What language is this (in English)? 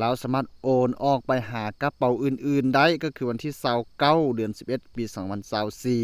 Lao